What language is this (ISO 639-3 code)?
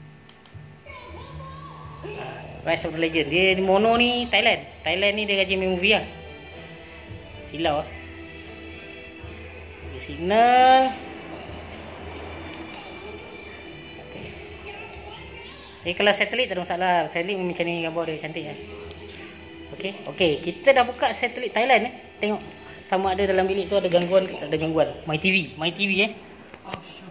msa